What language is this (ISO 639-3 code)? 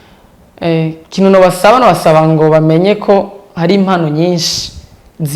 run